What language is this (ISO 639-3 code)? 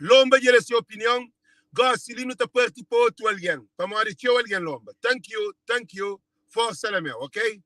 kea